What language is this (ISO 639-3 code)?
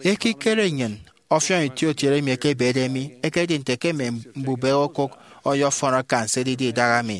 efi